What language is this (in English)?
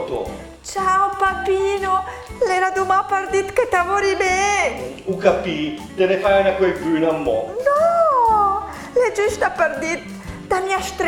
Lombard